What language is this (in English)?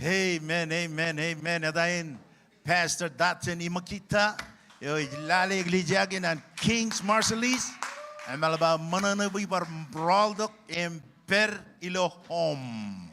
Marshallese